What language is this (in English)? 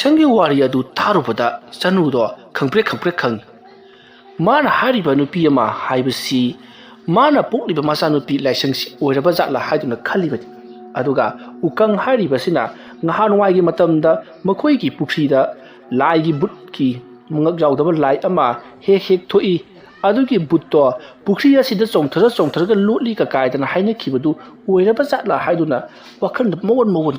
Manipuri